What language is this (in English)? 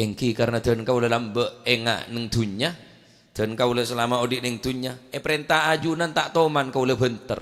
Madurese